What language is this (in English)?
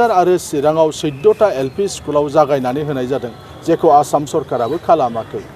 Bodo